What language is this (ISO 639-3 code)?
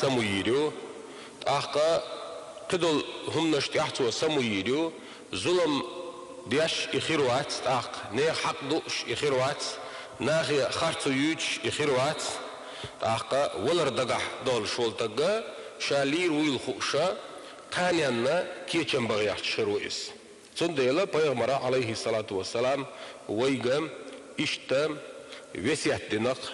che